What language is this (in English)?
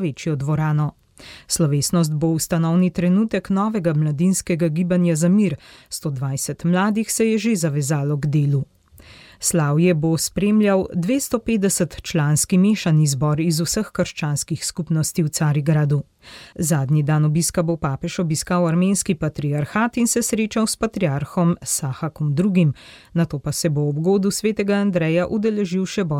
Slovenian